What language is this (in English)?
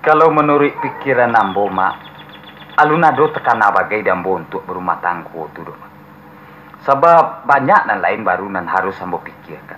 Minangkabau